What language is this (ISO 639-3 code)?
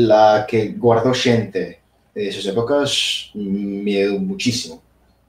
ast